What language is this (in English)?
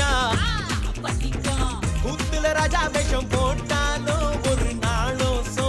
Tamil